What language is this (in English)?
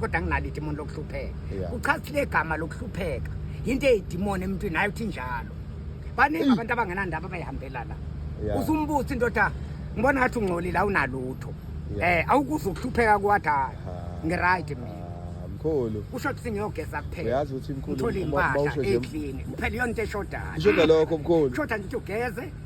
Zulu